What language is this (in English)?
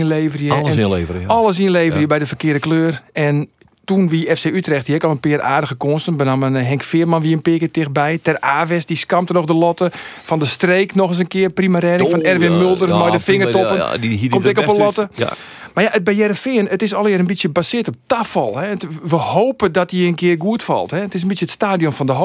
Western Frisian